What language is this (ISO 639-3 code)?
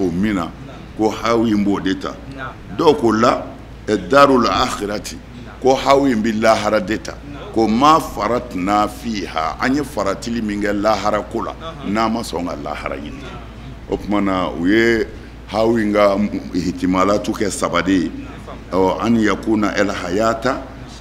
bam